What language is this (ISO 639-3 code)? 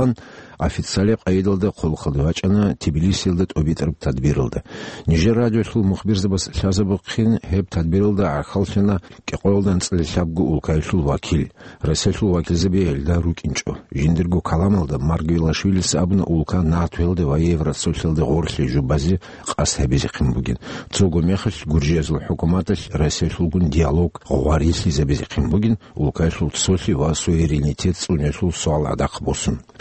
ava